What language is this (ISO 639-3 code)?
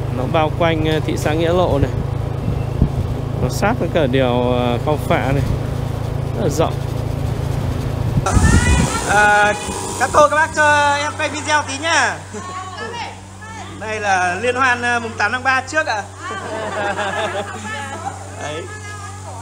vie